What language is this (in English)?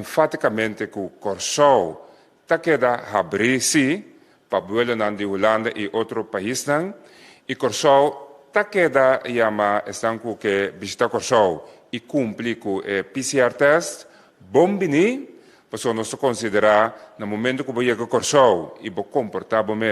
Papiamento